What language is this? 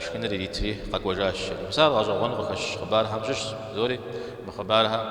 Kabardian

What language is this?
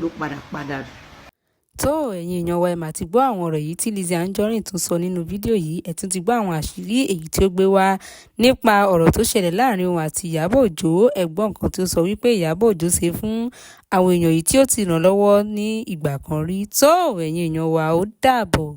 Yoruba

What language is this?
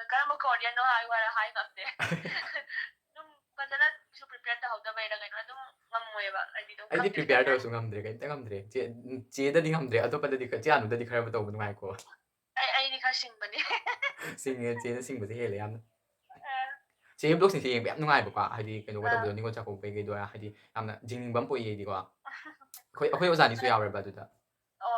Manipuri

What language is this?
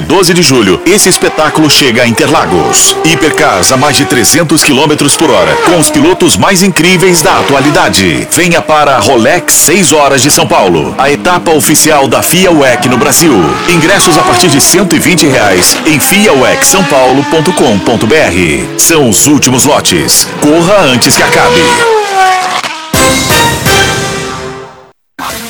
Portuguese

